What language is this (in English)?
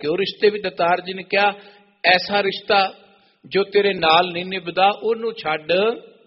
Punjabi